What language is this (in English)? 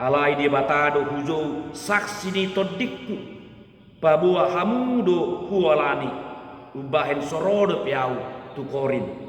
Batak Toba